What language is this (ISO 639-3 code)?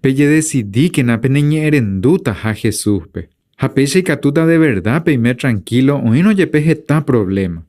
grn